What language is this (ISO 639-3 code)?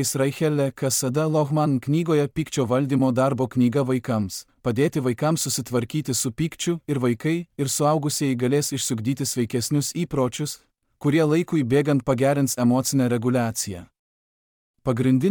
lit